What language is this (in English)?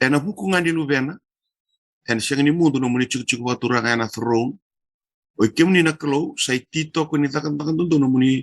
Fijian